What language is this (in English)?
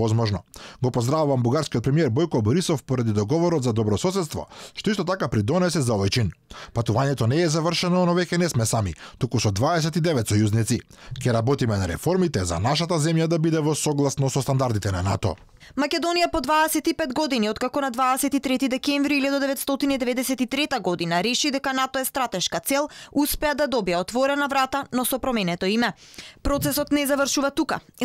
Macedonian